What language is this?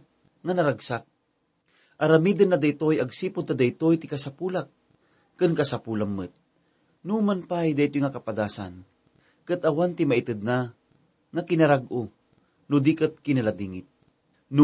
Iloko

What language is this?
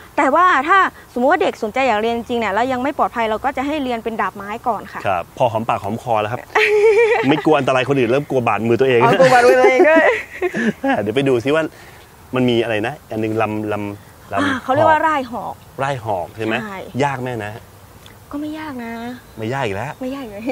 Thai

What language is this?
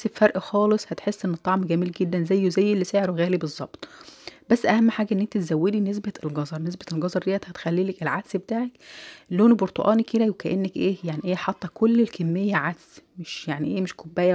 Egyptian Arabic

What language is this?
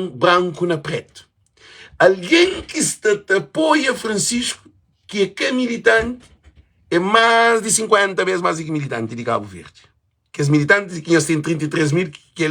Kabuverdianu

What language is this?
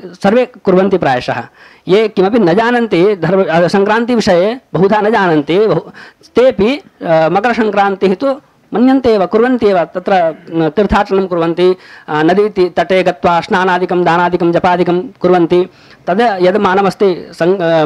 Sanskrit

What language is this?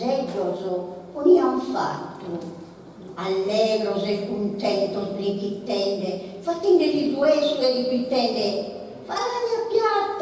Sardinian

